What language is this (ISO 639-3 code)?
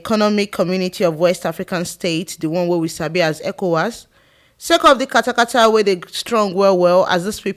pcm